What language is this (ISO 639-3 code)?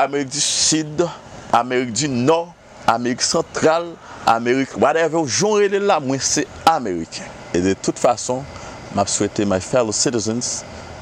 hat